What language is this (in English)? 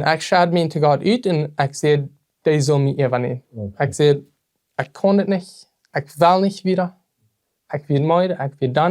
Plautdietsch